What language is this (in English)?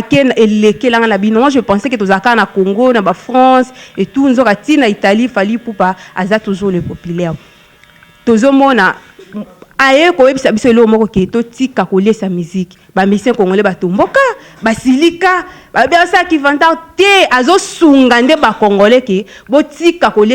Lingala